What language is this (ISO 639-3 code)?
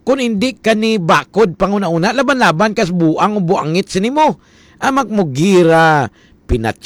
hil